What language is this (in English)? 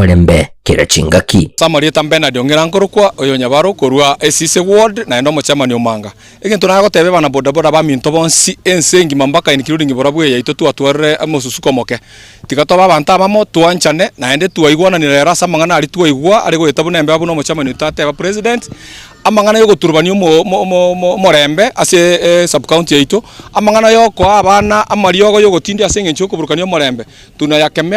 Gusii